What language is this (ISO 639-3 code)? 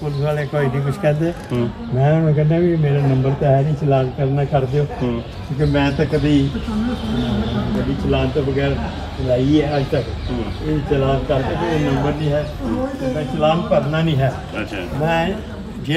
pan